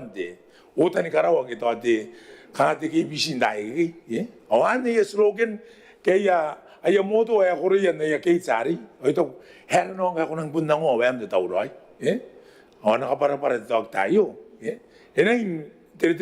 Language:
Gilbertese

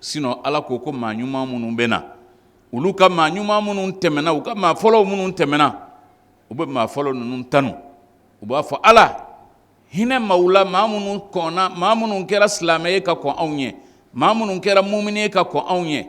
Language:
Bambara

